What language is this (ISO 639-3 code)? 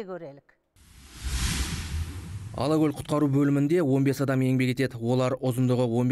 kaz